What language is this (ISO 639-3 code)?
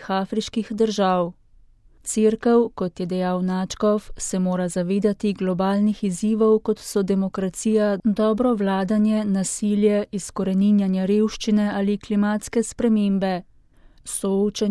slv